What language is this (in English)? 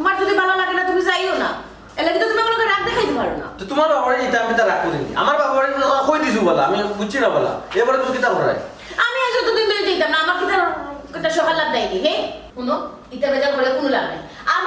Sylheti